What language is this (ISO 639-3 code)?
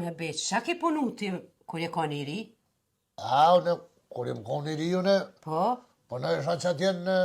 sqi